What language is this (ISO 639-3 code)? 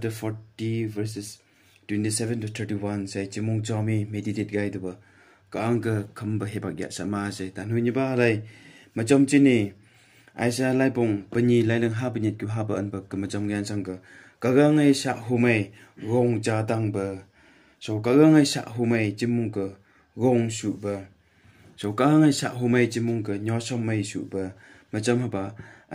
nph